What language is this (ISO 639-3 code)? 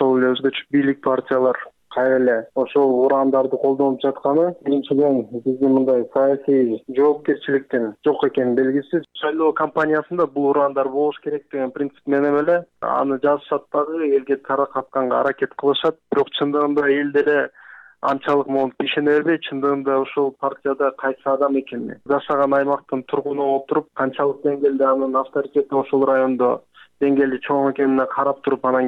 kir